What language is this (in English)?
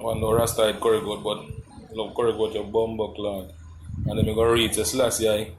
Jamaican Creole English